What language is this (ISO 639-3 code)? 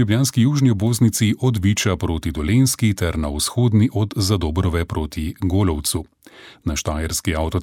slv